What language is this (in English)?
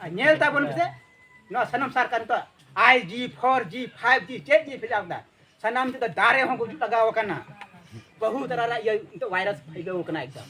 Santali